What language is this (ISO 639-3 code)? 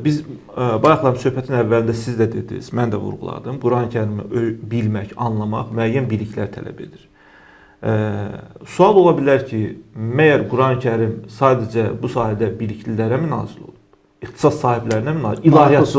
aze